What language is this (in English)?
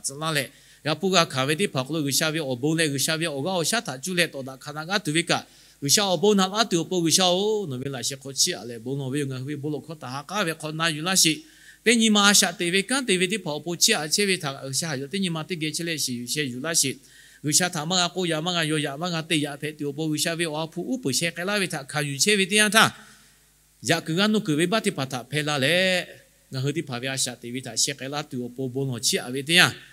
Lahu